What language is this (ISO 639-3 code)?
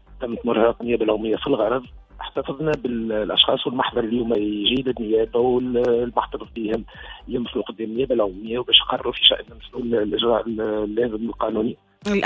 aeb